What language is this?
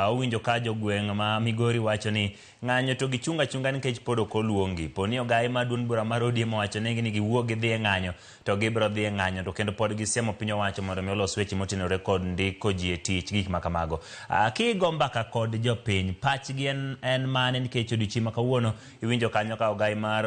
Luo (Kenya and Tanzania)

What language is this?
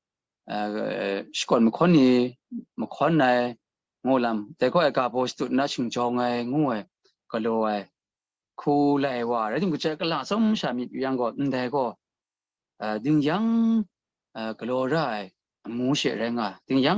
Kachin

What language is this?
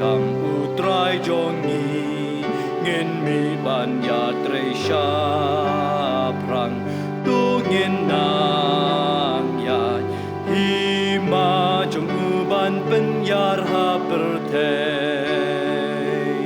Khasi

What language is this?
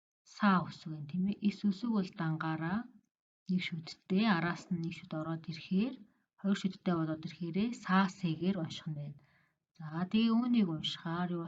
Mongolian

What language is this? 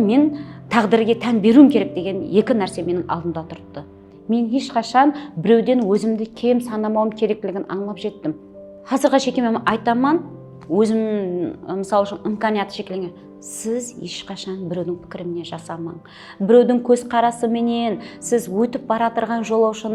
Kara-Kalpak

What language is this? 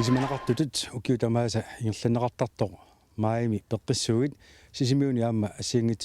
Kalaallisut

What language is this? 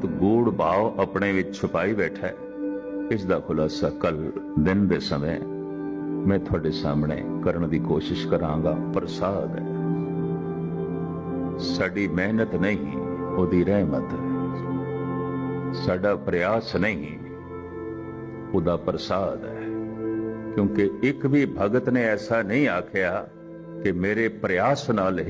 Punjabi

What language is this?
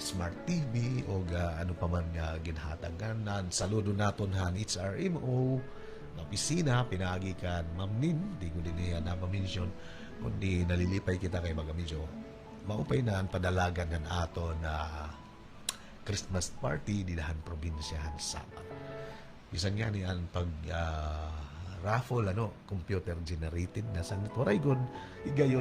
Waray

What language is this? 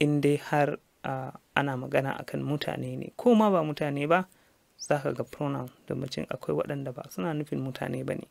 Hausa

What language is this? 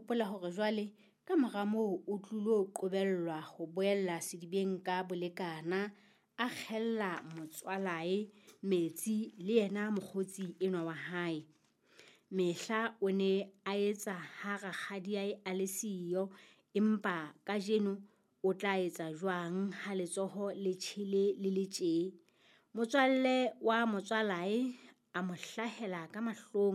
Southern Sotho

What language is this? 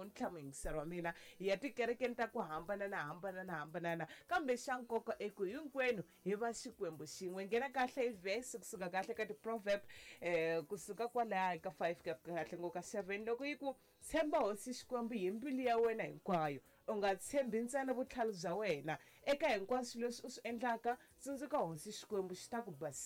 Tsonga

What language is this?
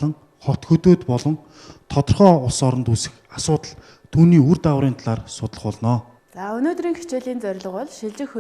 Mongolian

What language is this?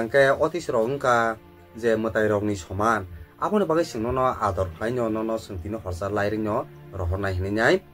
Kok Borok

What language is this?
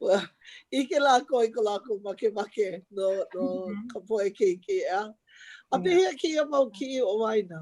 Hawaiian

